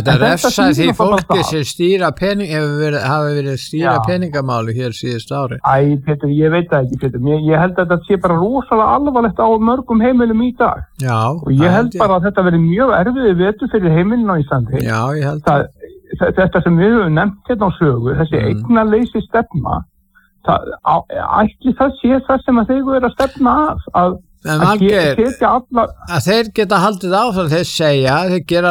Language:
Icelandic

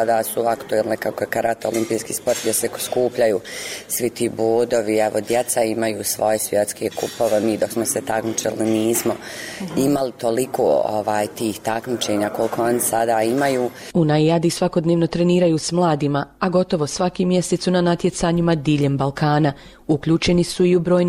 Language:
Bosnian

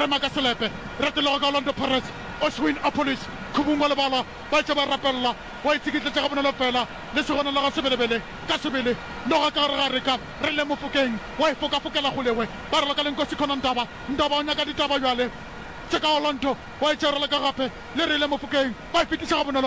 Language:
Northern Sotho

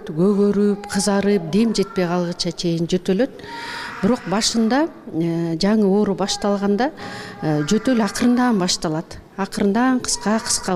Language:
Kyrgyz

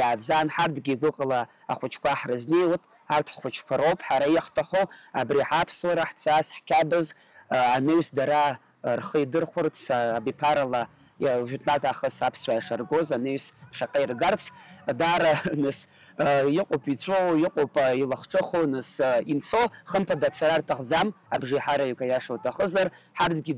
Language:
Abkhazian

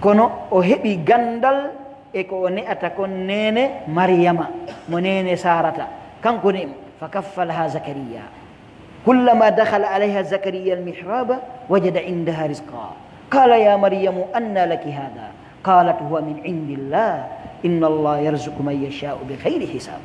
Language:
Pular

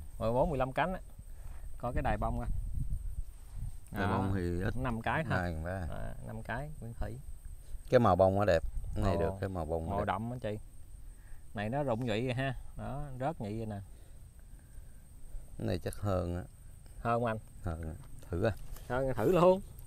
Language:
Vietnamese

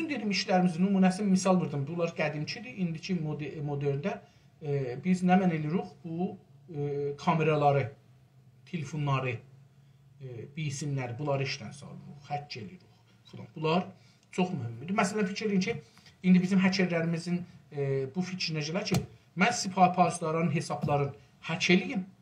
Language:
South Azerbaijani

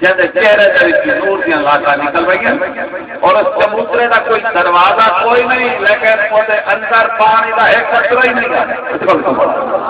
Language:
Saraiki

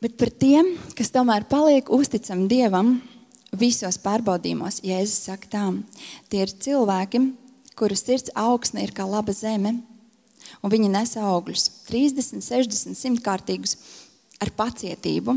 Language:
Latvian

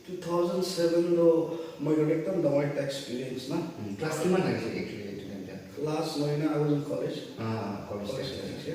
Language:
Naga Pidgin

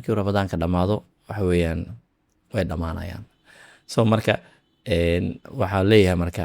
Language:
Somali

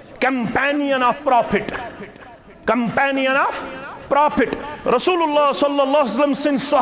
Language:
Kashmiri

